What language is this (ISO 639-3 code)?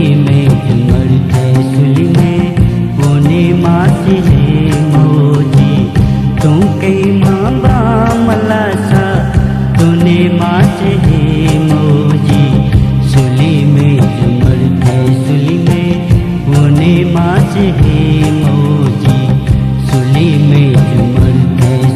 new